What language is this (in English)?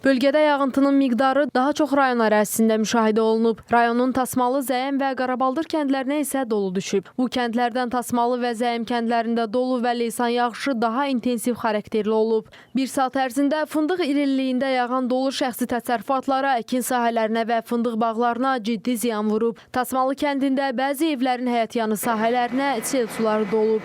Azerbaijani